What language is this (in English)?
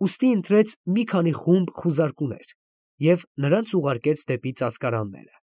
Armenian